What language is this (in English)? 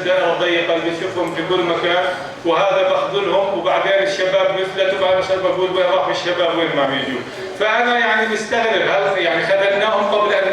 North Levantine Arabic